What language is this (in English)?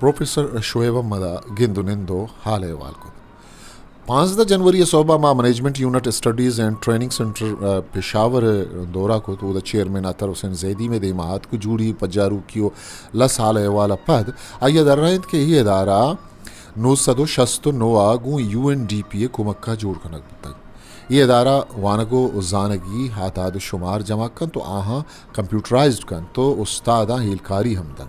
Eastern Balochi